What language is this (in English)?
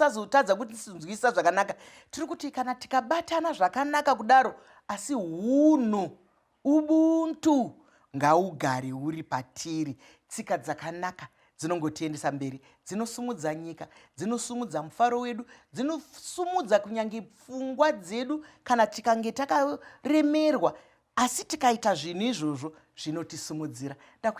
Shona